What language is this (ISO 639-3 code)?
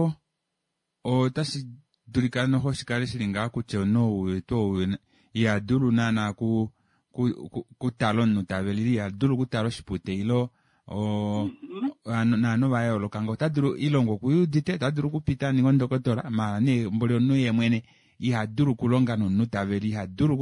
kua